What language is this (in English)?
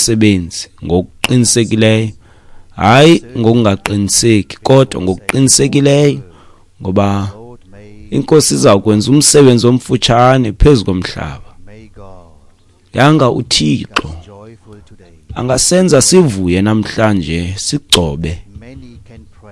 Xhosa